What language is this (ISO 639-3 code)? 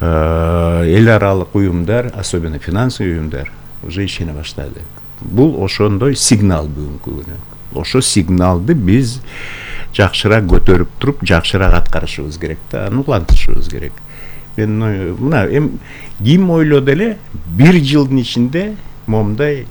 kir